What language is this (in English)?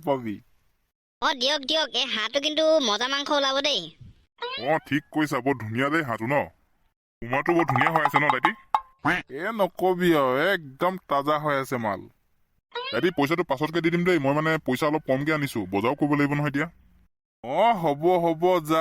Assamese